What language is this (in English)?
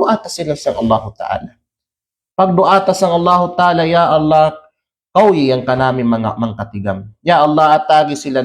Kalagan